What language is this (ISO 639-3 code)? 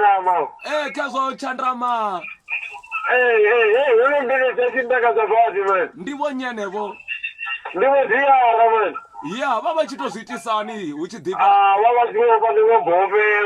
ven